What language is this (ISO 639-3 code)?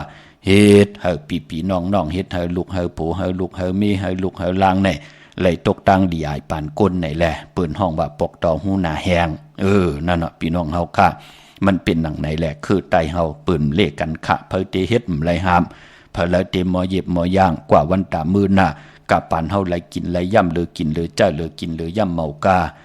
shn